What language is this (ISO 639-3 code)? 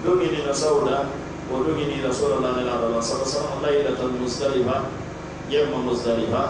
fuf